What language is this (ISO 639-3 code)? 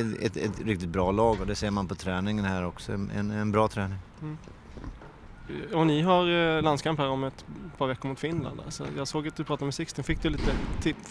swe